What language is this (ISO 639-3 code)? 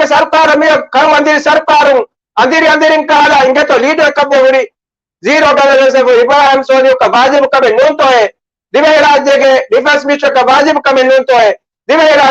div